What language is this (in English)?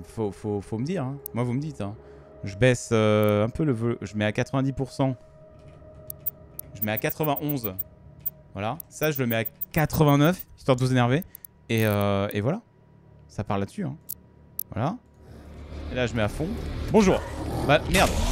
French